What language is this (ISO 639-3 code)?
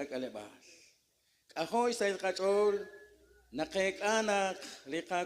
kek